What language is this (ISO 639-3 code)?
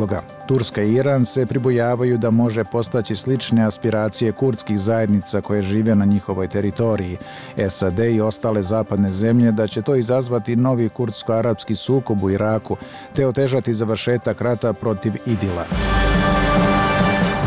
bos